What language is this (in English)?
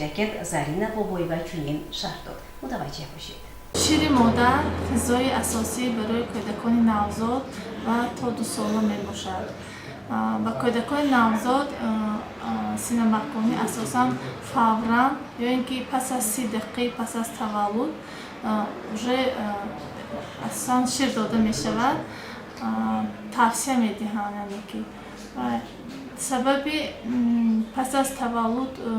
Tajik